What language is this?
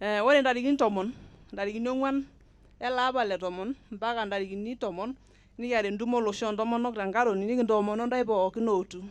Masai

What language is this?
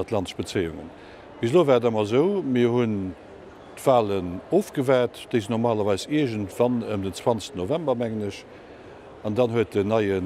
Luxembourgish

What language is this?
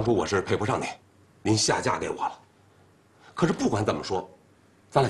Chinese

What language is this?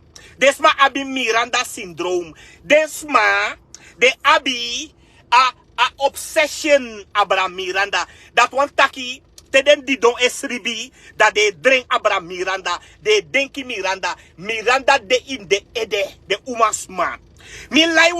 Sranan Tongo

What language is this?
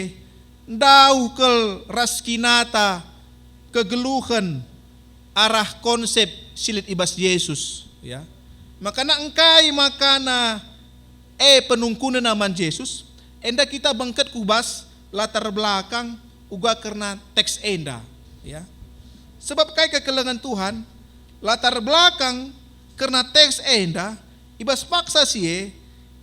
Batak Karo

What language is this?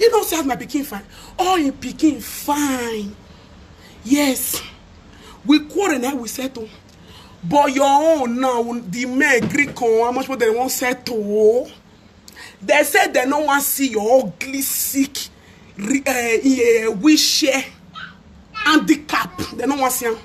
Nigerian Pidgin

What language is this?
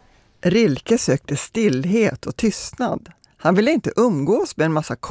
Swedish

